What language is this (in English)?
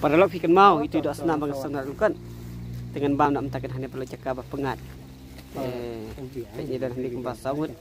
Khasi